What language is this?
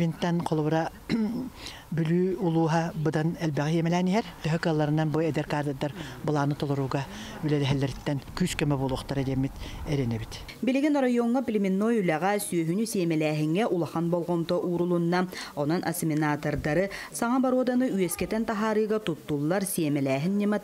Yakut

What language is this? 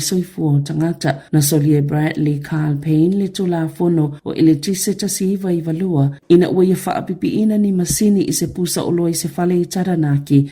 Samoan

